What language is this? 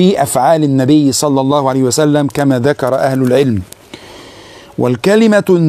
Arabic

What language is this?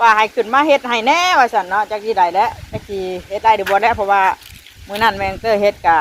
Northeastern Thai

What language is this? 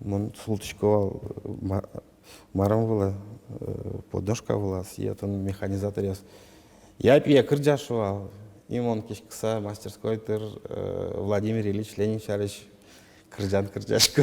Udmurt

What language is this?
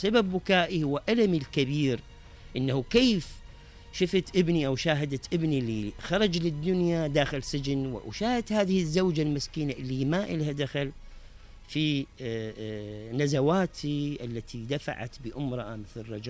Mesopotamian Arabic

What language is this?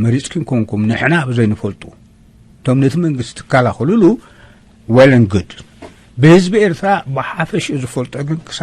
Tigrinya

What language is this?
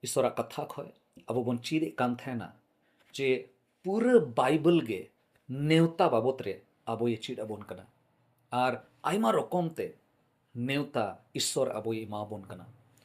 Santali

